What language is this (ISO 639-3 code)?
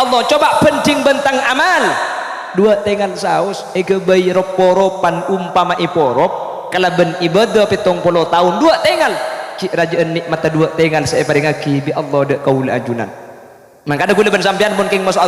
mad